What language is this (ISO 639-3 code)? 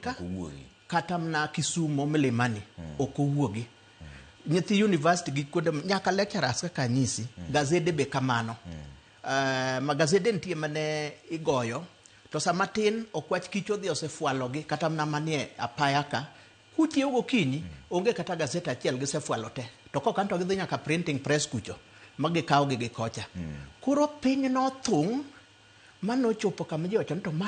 luo